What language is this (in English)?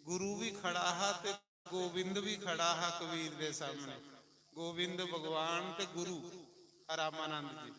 Dogri